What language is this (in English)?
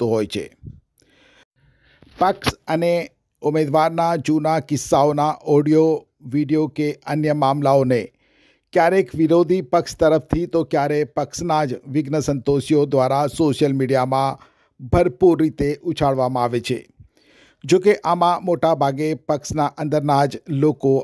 Gujarati